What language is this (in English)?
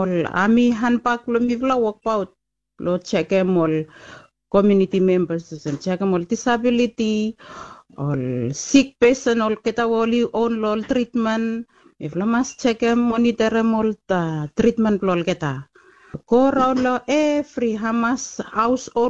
Bislama